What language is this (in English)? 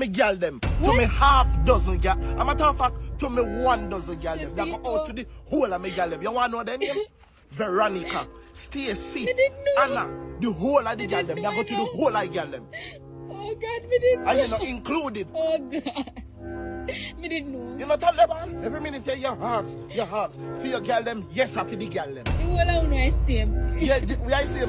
Jamaican Creole English